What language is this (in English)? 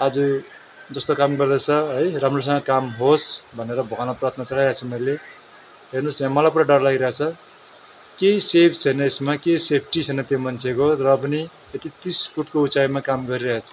Nepali